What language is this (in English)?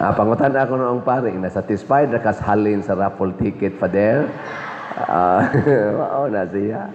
Cebuano